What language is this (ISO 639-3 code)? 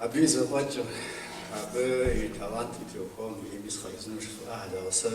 kbd